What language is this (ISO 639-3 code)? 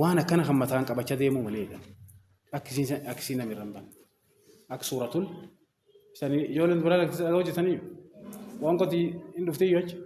orm